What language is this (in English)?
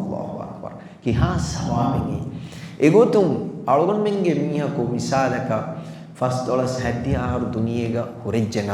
Divehi